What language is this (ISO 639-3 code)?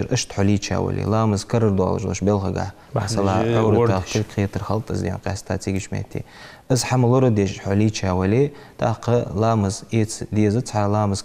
inh